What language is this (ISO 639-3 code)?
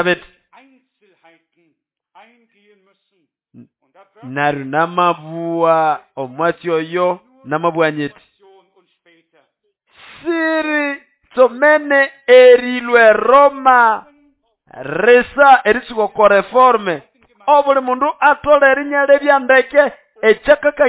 nnb